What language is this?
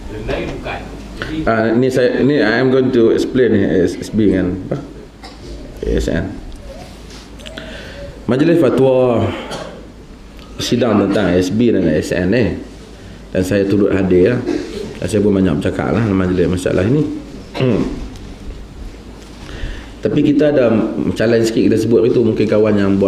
Malay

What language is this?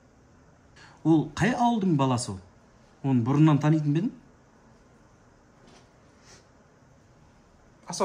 Kazakh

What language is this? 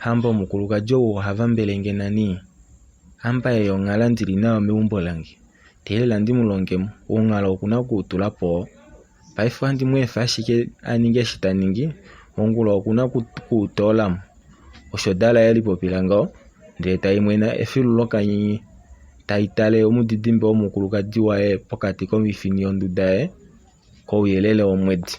Kuanyama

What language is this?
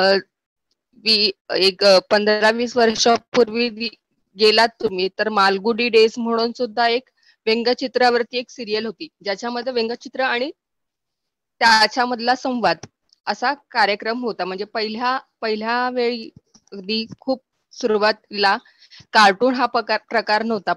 Marathi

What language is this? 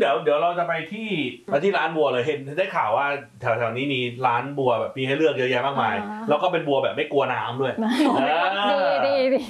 Thai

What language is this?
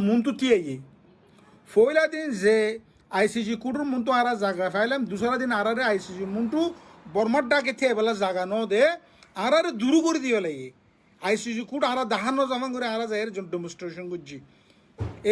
Rohingya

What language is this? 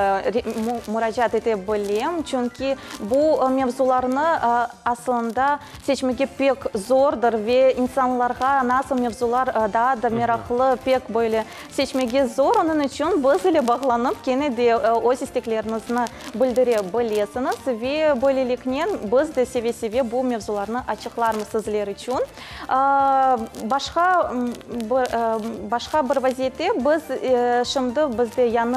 Crimean Tatar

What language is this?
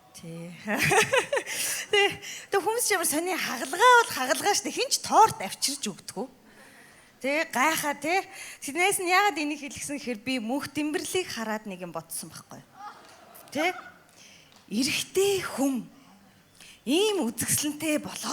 Mongolian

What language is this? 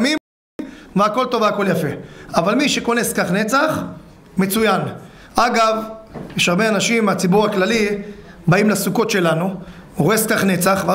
Hebrew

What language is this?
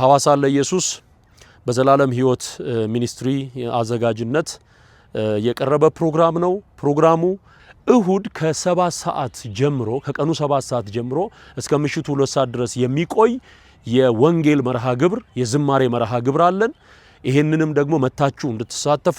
Amharic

